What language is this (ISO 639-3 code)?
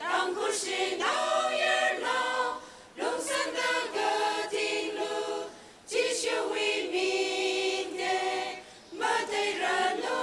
nmf